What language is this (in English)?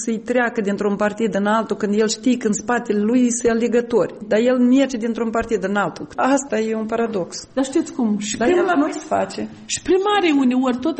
Romanian